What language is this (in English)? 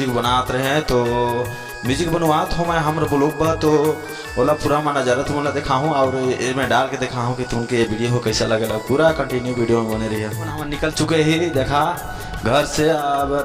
Chhattisgarhi